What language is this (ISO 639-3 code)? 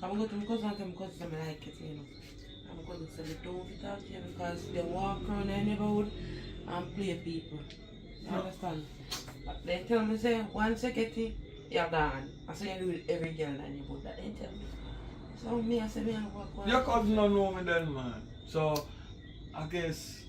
jam